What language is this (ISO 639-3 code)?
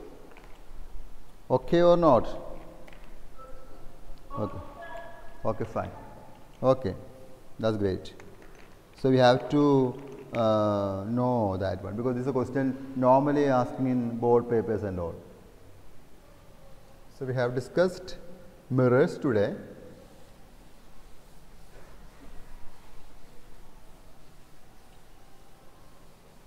eng